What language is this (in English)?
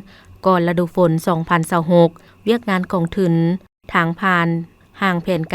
Lao